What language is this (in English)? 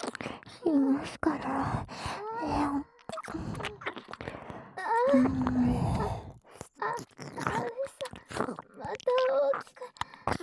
Japanese